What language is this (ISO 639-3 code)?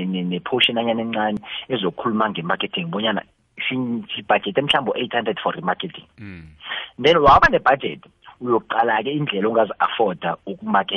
nbl